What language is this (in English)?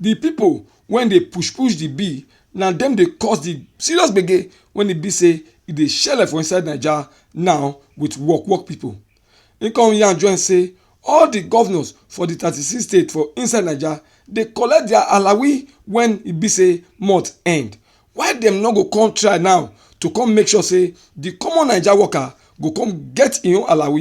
Nigerian Pidgin